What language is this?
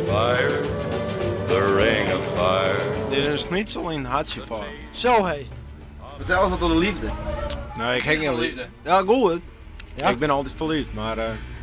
Western Frisian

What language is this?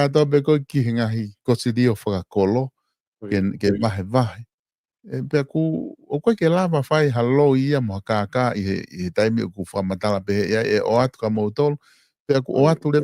Tongan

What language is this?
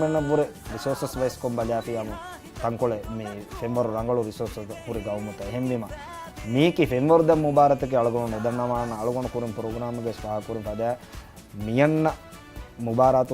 Divehi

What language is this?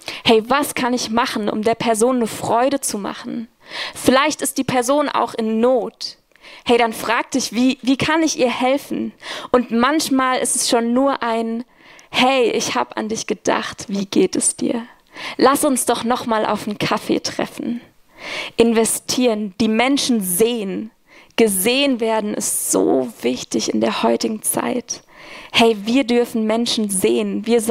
Swiss German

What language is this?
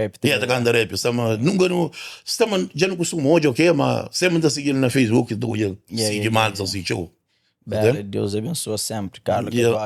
Kabuverdianu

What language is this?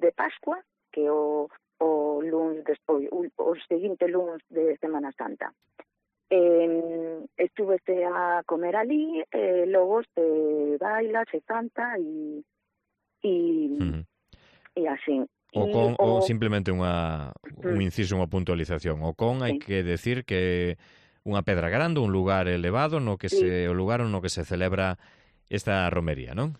Galician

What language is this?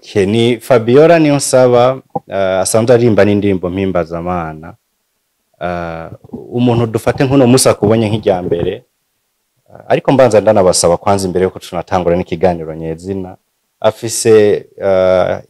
Rundi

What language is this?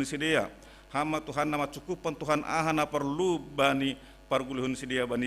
Batak Simalungun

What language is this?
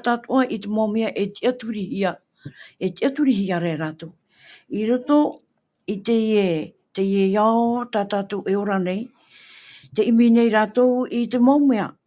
Tahitian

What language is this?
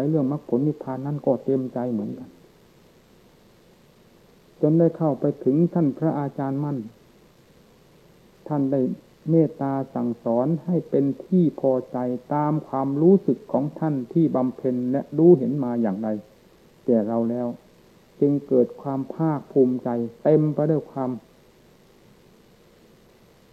Thai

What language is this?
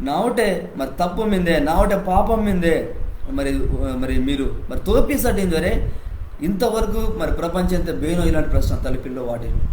Koya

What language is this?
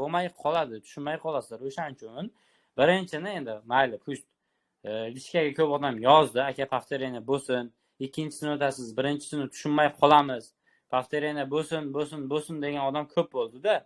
Uzbek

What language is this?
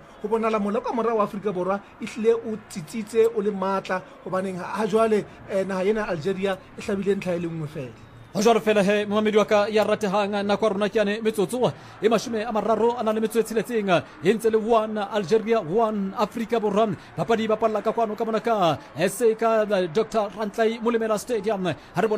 Southern Sotho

